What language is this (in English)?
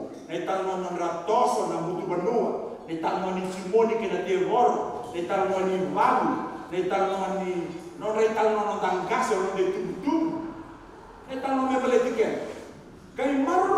Fijian